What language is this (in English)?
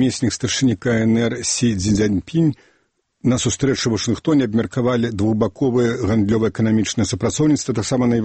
Belarusian